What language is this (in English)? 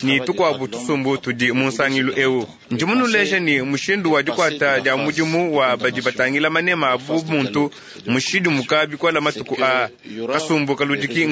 Luba-Lulua